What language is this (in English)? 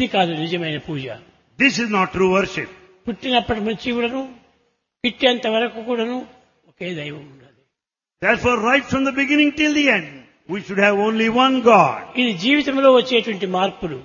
Telugu